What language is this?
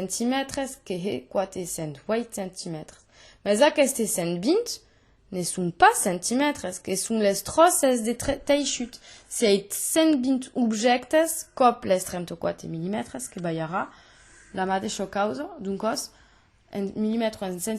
Occitan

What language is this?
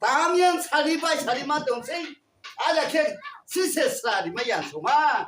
Riang (India)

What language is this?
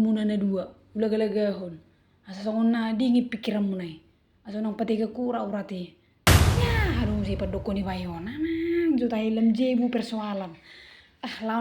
Batak Toba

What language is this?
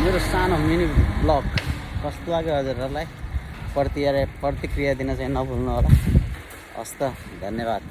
Nepali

